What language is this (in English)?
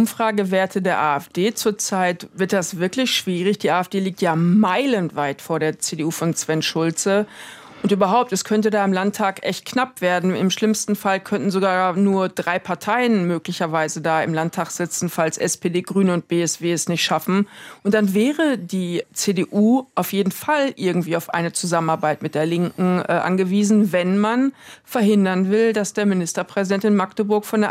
German